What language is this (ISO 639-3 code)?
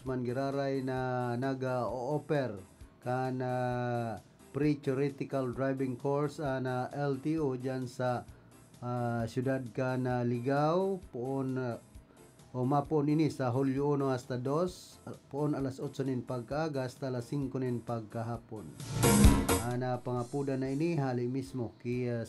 bik